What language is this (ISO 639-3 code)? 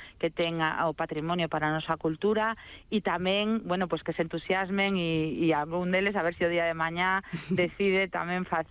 glg